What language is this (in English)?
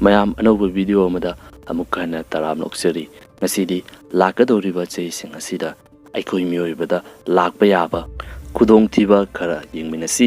Manipuri